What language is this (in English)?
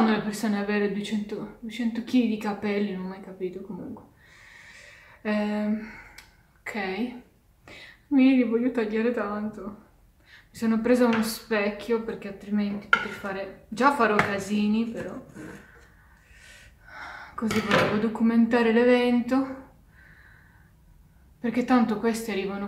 Italian